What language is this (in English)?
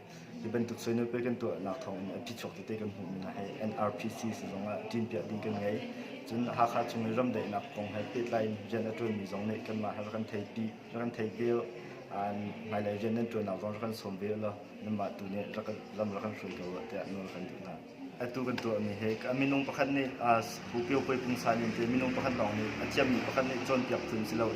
Hakha Chin